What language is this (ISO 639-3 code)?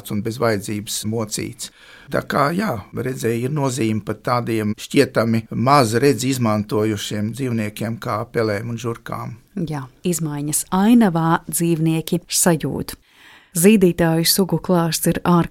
lav